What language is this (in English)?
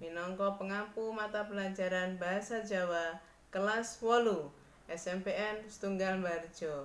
Javanese